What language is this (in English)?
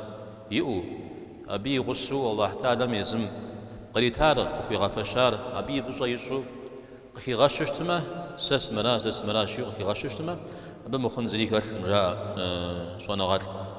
Kabardian